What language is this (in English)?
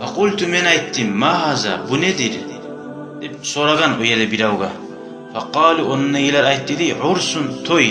Kumyk